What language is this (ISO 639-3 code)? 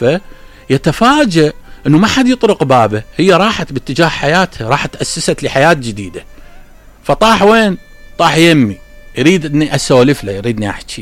acm